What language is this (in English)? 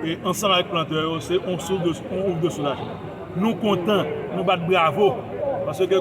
Haitian Creole